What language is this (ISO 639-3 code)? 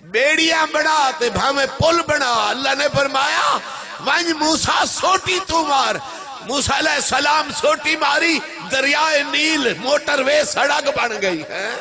skr